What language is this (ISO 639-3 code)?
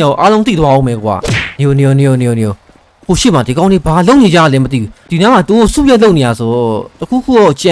mya